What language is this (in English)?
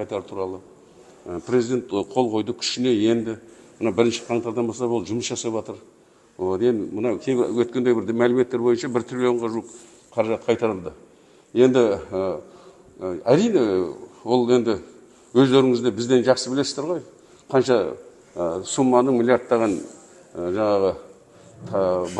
Kazakh